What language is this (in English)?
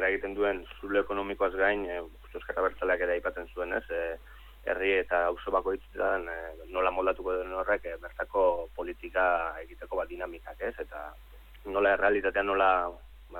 Basque